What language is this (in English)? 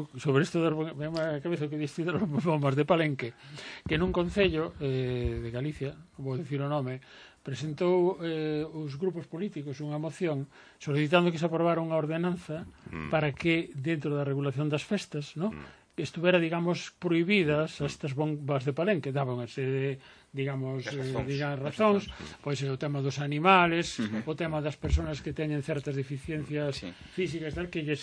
Galician